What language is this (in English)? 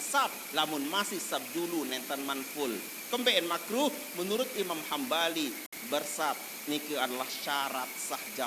Sasak